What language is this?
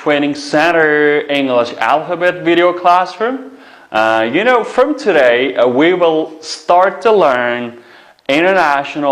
Uyghur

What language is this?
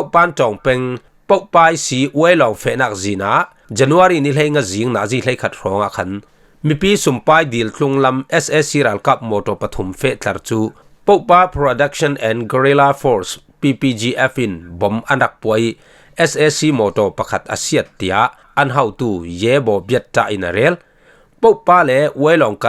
Falam Chin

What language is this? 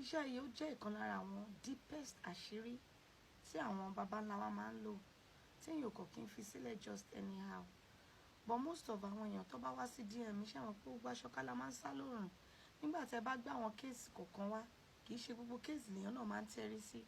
Yoruba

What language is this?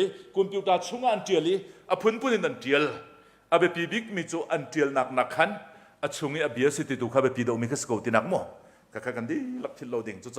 Hakha Chin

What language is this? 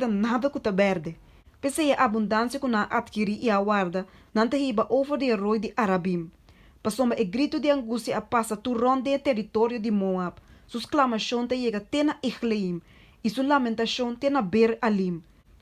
Papiamento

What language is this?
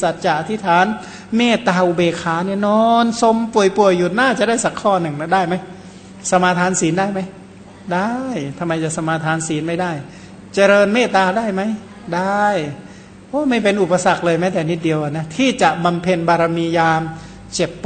Thai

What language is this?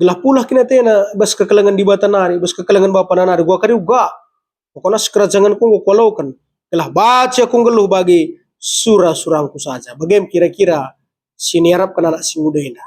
Batak Karo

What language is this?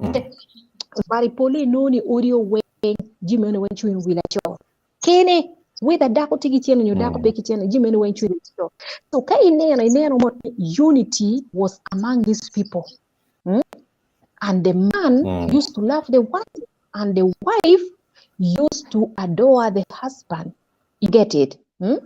Acoli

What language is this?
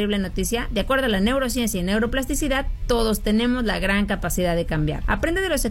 Spanish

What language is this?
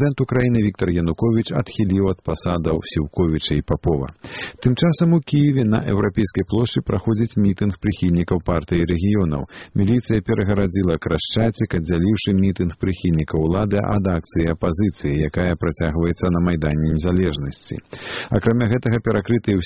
Belarusian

